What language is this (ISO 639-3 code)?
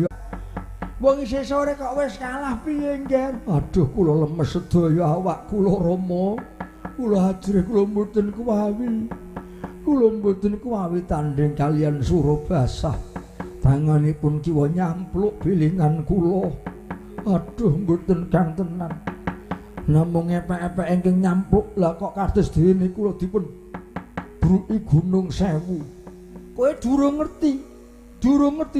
jav